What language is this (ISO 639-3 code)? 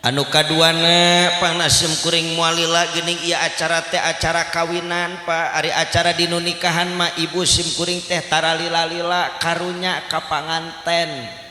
sun